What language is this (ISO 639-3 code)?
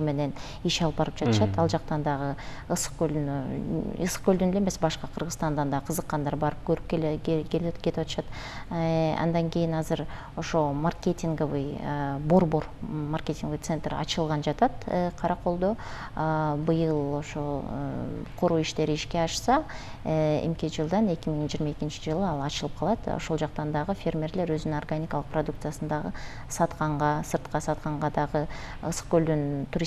kir